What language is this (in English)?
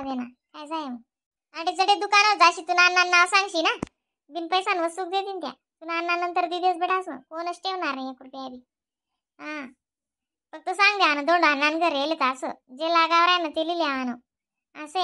Khandesi